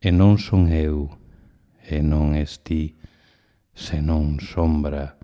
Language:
Galician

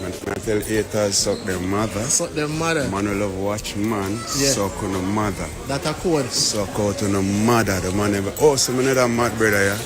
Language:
Jamaican Creole English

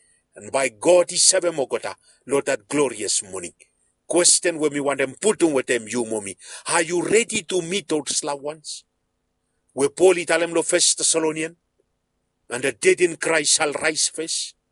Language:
Bislama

